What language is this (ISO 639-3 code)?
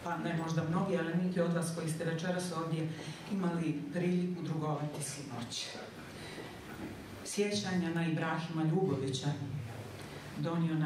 bos